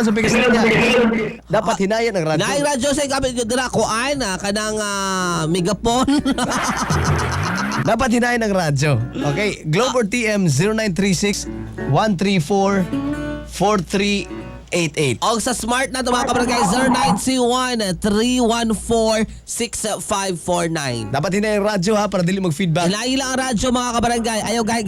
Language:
Cebuano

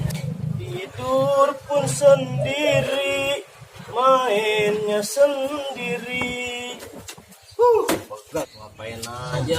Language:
Betawi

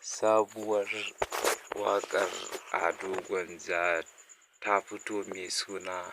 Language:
Hausa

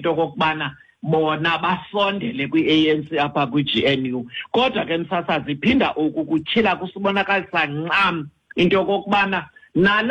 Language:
Xhosa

